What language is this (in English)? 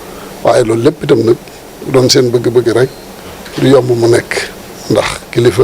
Wolof